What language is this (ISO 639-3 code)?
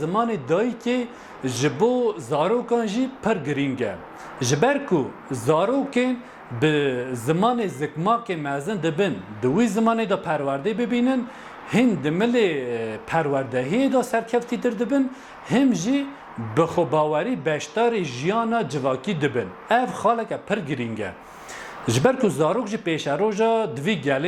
kur